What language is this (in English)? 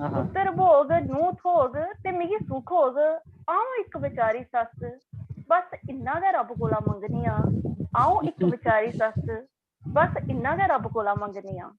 Dogri